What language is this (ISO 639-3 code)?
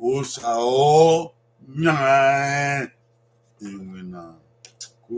bin